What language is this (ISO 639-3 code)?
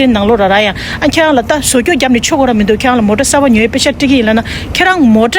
bod